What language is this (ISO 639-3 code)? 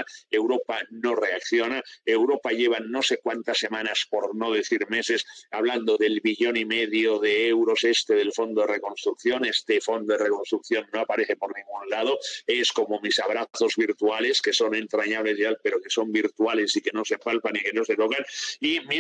spa